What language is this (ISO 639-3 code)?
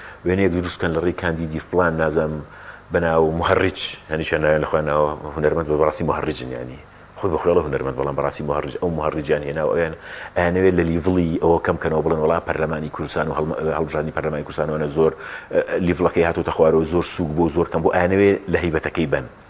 ckb